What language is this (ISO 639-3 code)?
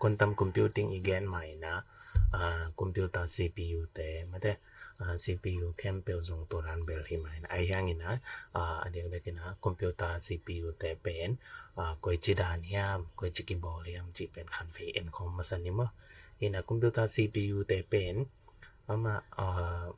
ctd